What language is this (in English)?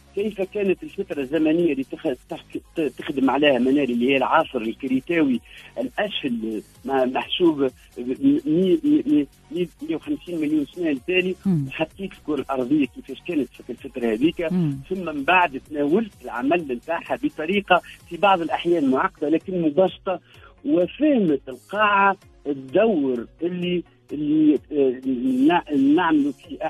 Tunisian Arabic